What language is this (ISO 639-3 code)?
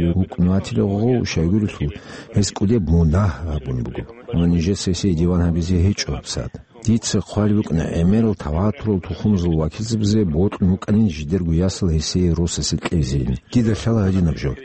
ava